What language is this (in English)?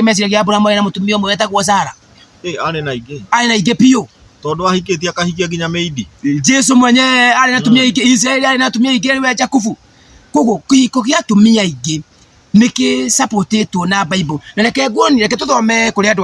Kikuyu